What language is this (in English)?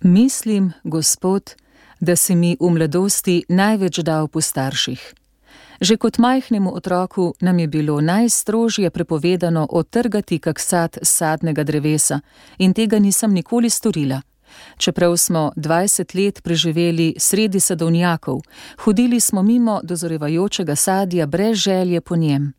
Slovenian